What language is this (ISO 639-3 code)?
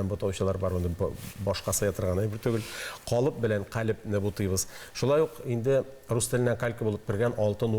tat